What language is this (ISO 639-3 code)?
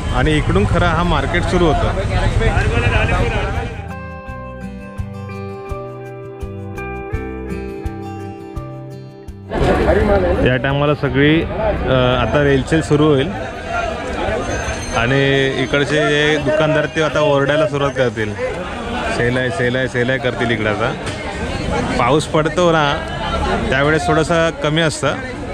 mar